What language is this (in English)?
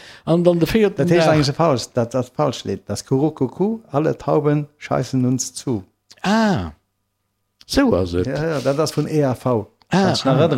Luxembourgish